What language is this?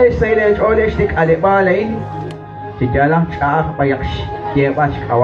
Kekchí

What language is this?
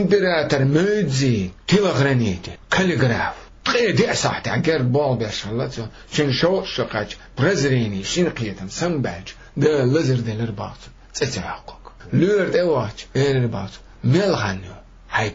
Chechen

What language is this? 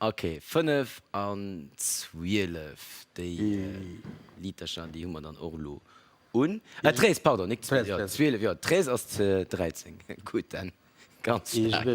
Luxembourgish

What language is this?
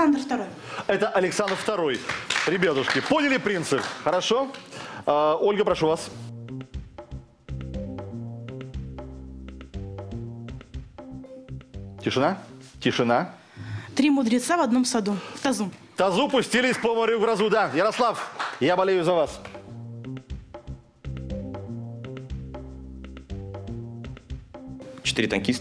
Russian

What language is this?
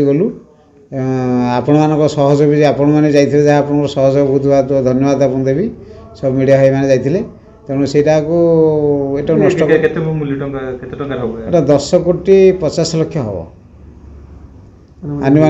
Odia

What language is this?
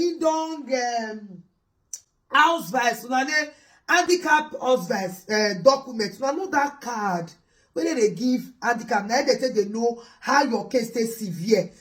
Nigerian Pidgin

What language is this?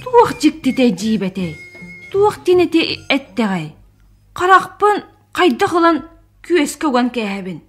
Yakut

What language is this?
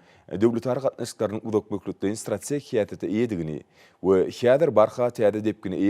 Turkmen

